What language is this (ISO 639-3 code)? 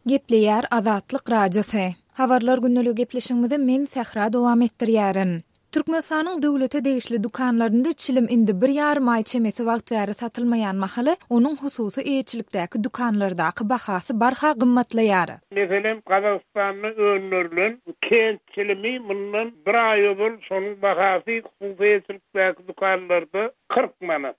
tuk